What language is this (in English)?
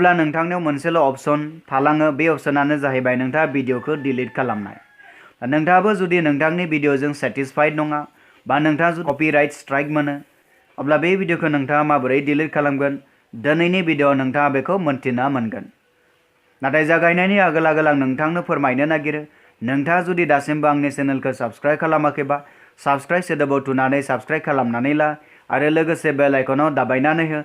Bodo